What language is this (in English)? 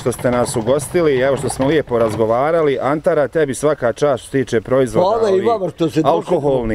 Bosnian